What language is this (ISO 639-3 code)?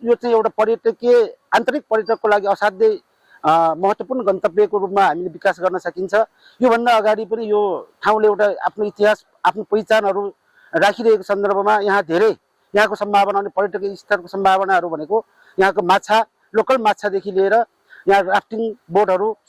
nep